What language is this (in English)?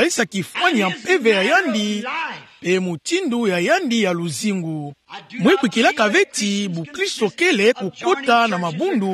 Kituba (Democratic Republic of Congo)